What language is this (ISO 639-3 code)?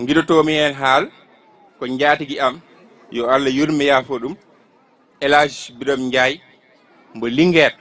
ful